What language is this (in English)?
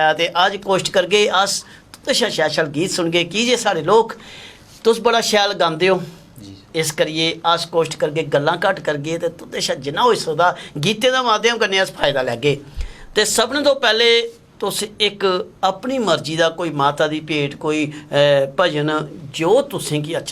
Dogri